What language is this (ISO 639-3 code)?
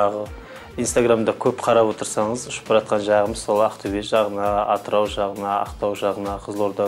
kaz